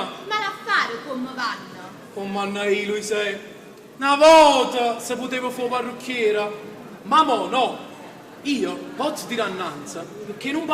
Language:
Neapolitan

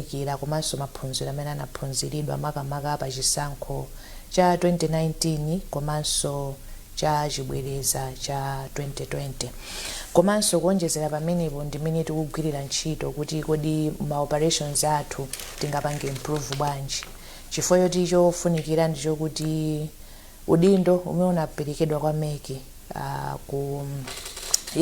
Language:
Nyanja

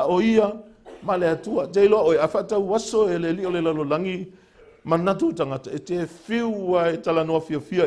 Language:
Samoan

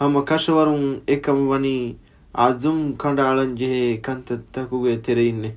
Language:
Divehi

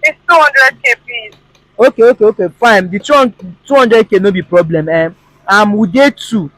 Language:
Nigerian Pidgin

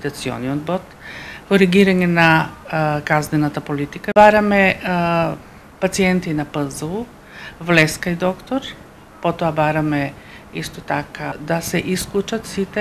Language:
Macedonian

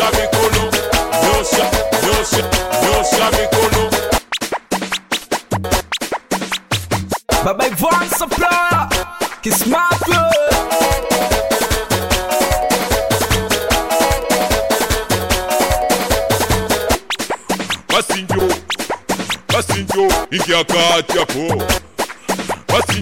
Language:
Swahili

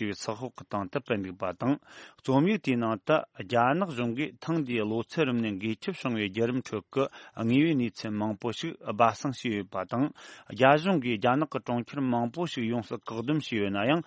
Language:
Tibetan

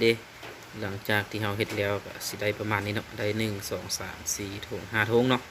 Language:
Lao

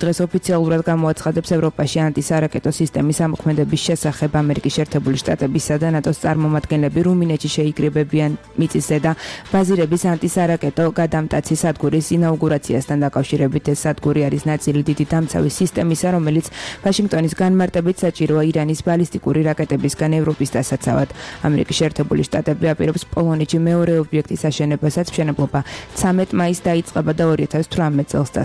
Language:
Georgian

